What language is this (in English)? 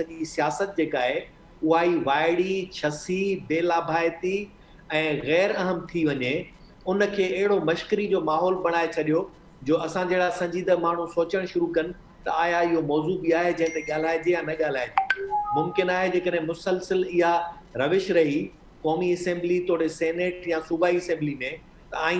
Sindhi